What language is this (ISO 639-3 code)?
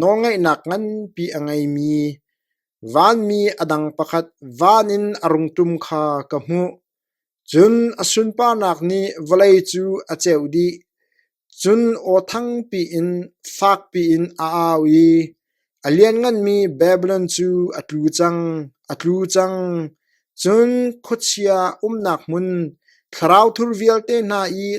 cnh